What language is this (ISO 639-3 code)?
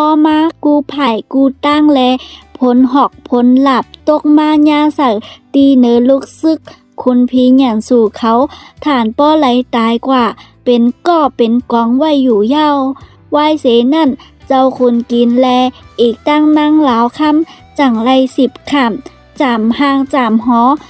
shn